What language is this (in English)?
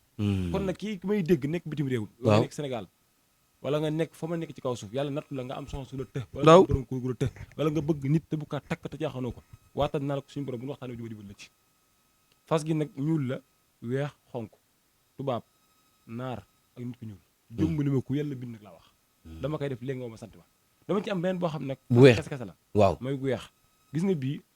Wolof